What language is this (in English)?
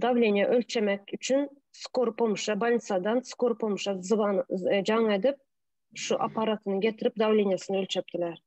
Turkmen